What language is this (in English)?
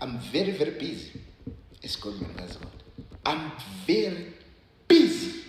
Zulu